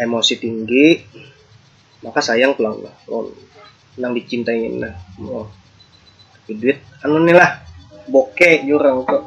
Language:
Banjar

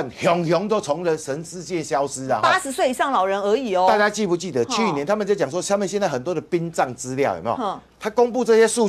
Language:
Chinese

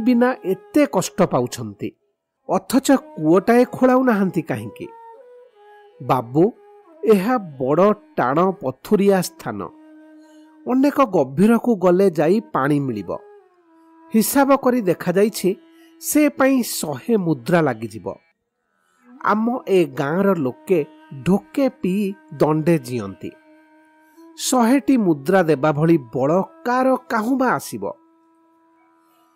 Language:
Odia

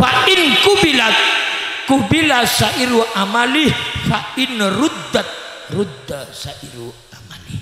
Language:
Madurese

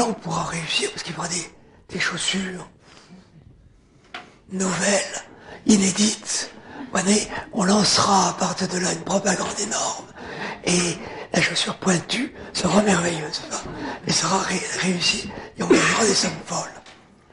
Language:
French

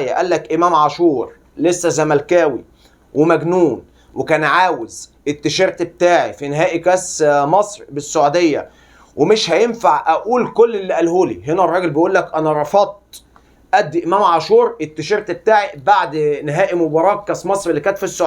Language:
Egyptian Arabic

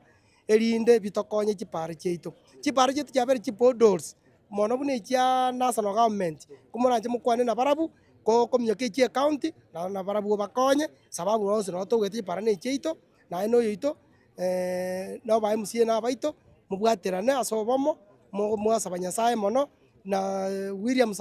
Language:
Gusii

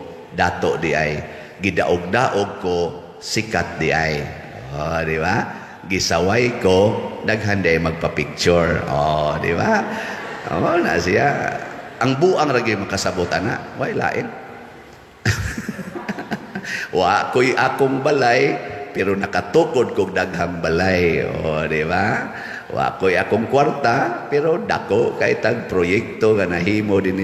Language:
Cebuano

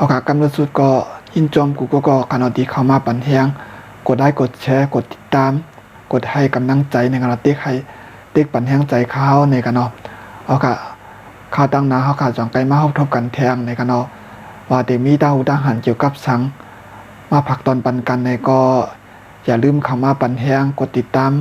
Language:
Shan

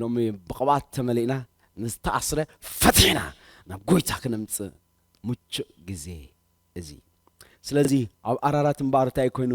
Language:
Tigrinya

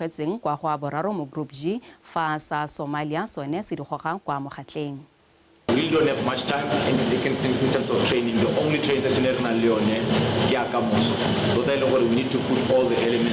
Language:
Tswana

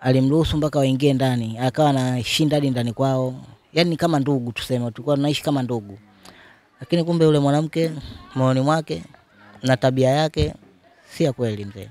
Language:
Swahili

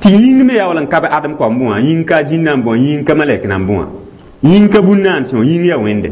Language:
Mossi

